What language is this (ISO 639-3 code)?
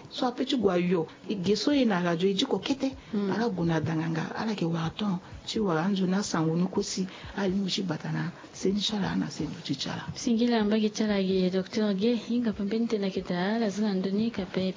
sag